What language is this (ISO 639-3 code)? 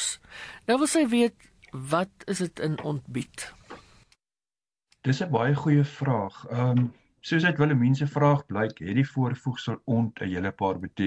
afr